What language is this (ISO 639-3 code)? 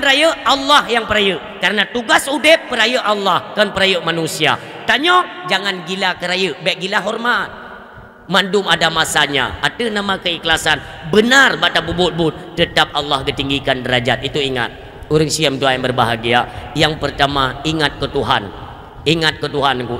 ace